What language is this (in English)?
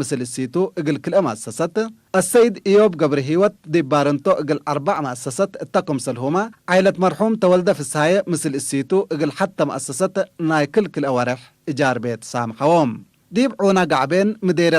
Tigre